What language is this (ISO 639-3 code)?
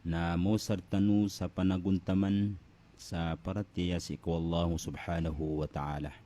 mrw